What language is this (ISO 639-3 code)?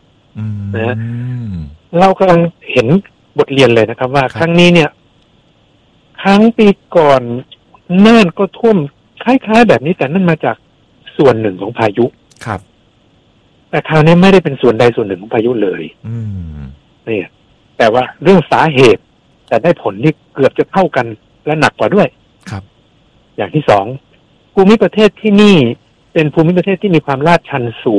tha